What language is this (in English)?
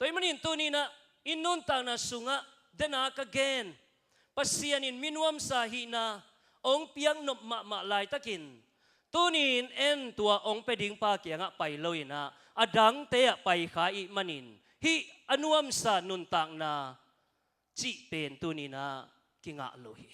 Tedim Chin